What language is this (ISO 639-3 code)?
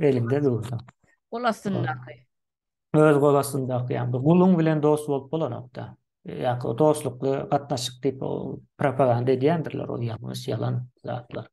tuk